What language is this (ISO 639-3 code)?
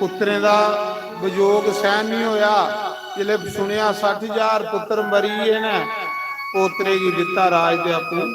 doi